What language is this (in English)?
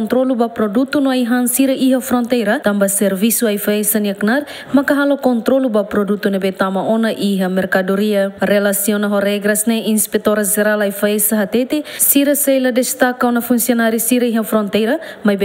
Tetum